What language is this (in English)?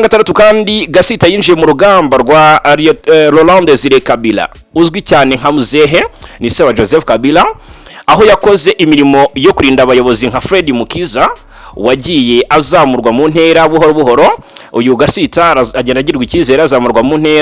Kinyarwanda